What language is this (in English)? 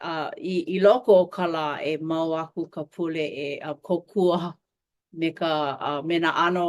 Hawaiian